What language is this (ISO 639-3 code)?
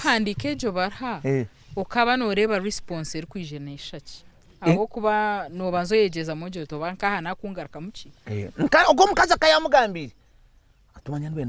nyn